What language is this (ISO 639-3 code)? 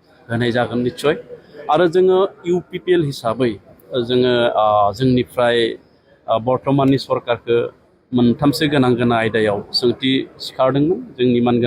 brx